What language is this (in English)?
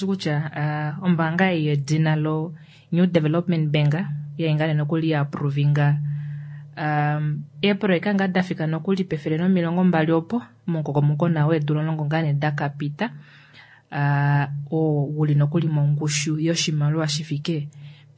Kuanyama